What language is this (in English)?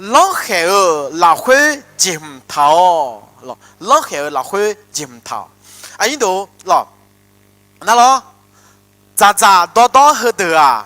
Akha